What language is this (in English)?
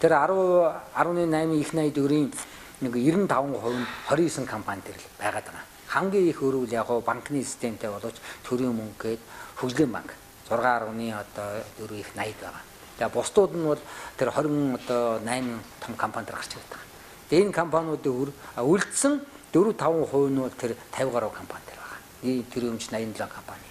Mongolian